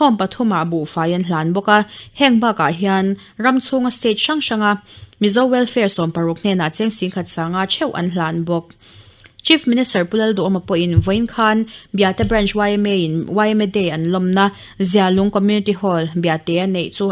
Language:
Mizo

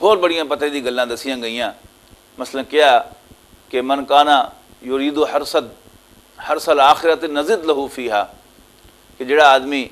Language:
Western Panjabi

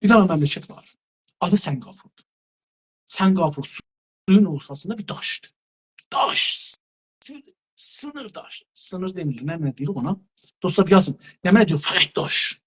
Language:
South Azerbaijani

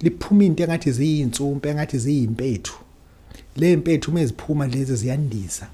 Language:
Zulu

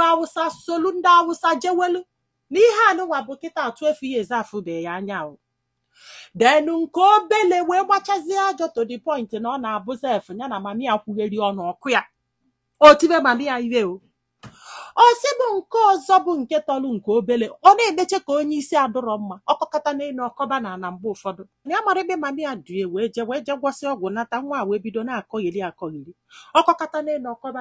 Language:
Igbo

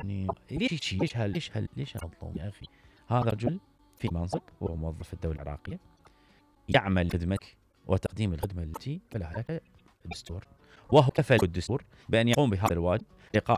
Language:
Mesopotamian Arabic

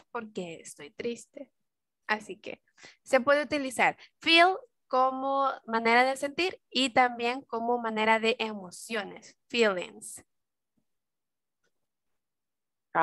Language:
Spanish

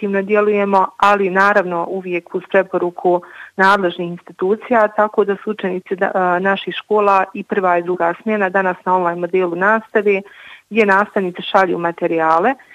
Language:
Bosnian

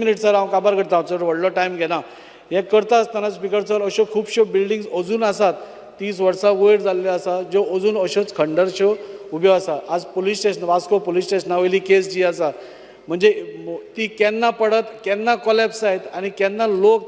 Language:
Konkani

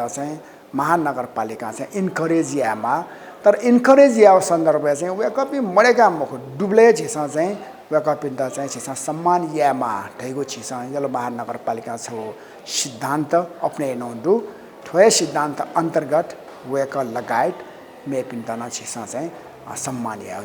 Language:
Newari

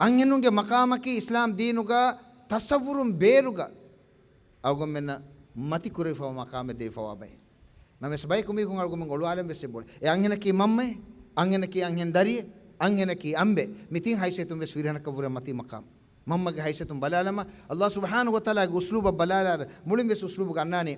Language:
Divehi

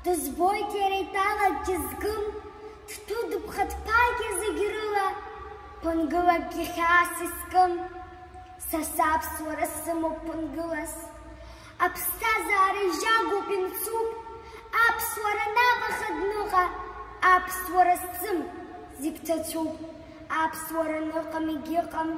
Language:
Abkhazian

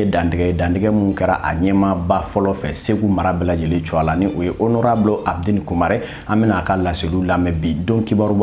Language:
Bambara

